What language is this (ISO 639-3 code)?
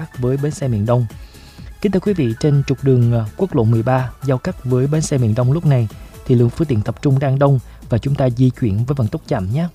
vie